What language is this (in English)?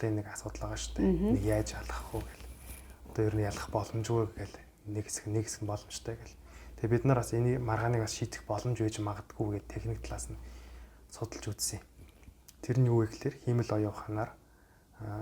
Mongolian